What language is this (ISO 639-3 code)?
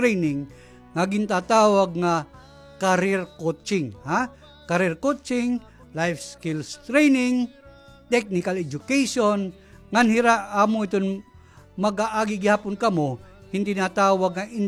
war